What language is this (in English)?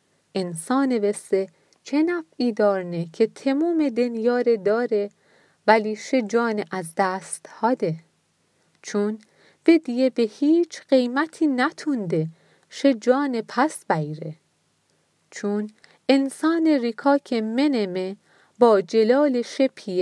Mazanderani